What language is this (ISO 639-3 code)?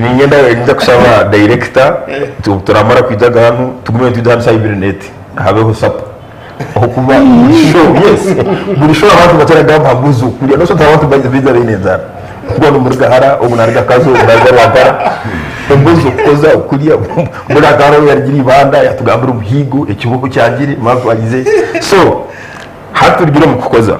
nyn